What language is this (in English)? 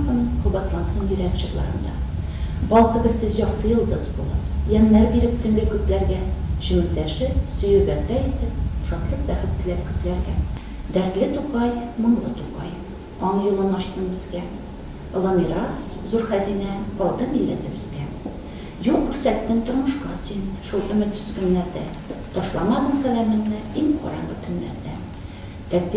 Tatar